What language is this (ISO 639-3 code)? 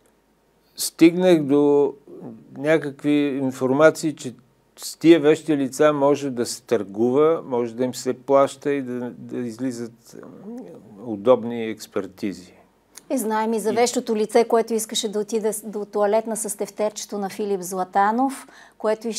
bul